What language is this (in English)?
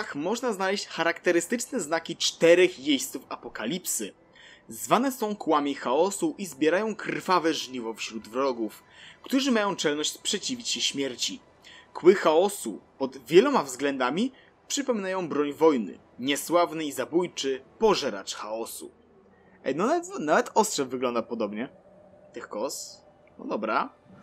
Polish